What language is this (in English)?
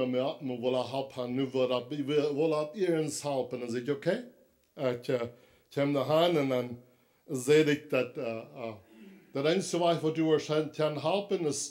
Plautdietsch